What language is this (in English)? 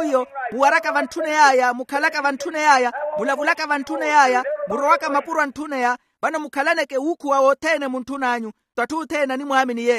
Makhuwa